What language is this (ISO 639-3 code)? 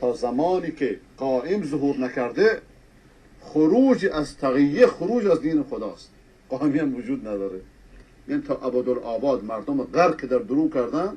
fas